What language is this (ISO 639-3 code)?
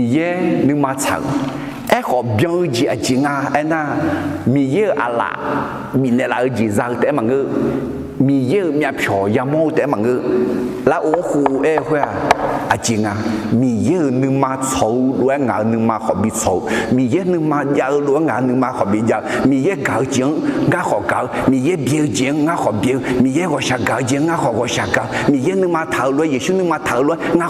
ahk